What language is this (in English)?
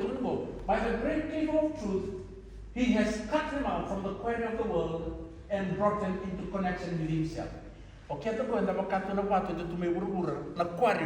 Fijian